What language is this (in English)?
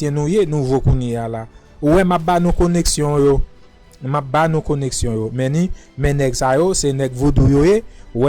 Haitian Creole